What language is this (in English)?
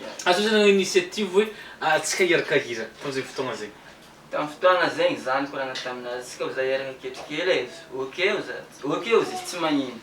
Malagasy